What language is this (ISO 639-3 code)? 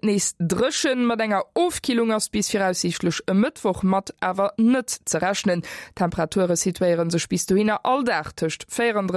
ltz